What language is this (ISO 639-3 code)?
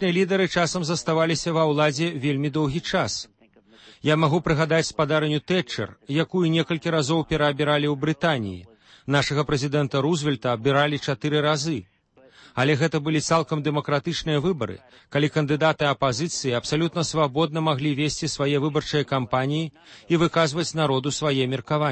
bel